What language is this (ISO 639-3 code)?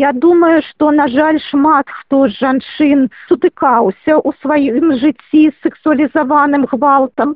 bel